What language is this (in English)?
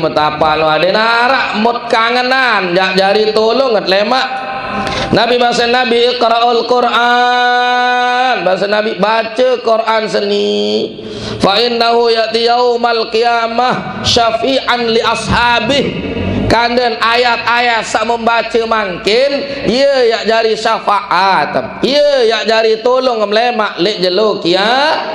Sasak